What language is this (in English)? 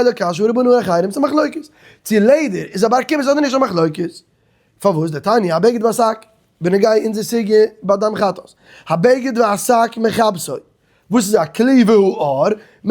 Yiddish